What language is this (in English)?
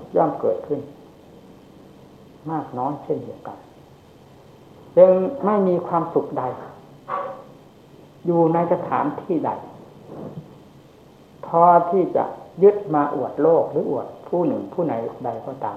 Thai